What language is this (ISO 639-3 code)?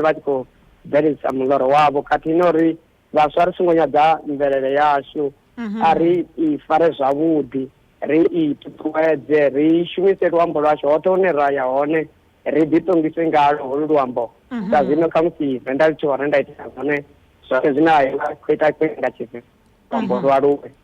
ven